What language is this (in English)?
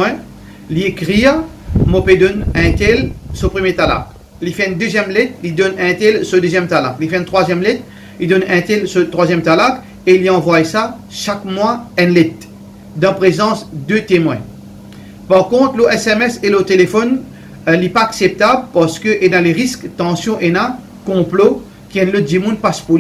Morisyen